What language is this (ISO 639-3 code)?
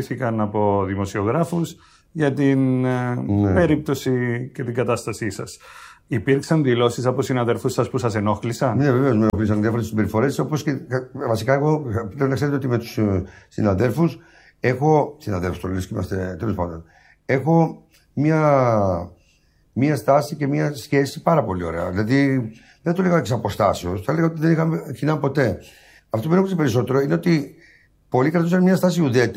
ell